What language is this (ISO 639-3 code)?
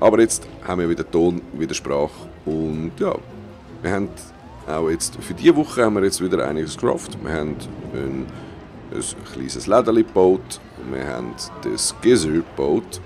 gsw